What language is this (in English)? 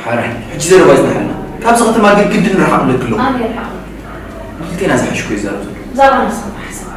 Tigrinya